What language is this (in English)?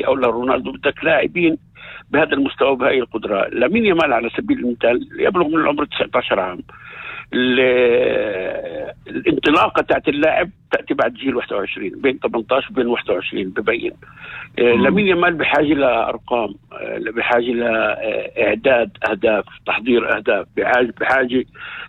North Levantine Arabic